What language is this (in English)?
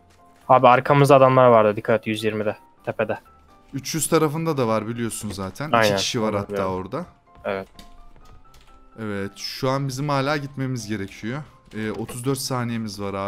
Turkish